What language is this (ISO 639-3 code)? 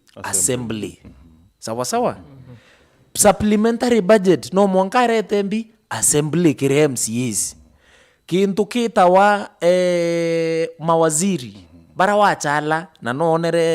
mer